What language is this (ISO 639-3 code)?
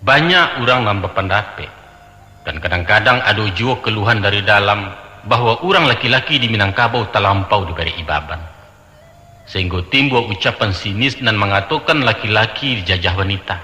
min